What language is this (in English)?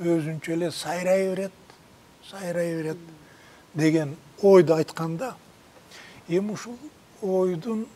Kyrgyz